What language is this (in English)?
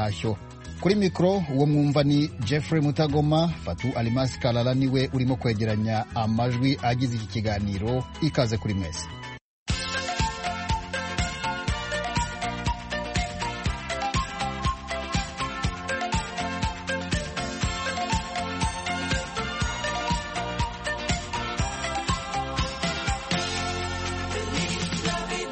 Kinyarwanda